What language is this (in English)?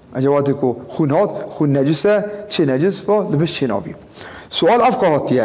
Kurdish